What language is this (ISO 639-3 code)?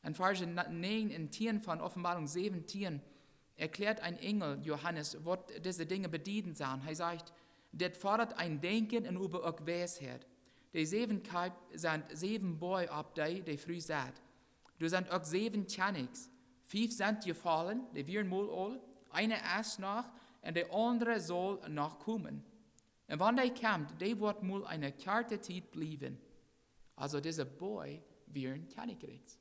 pdt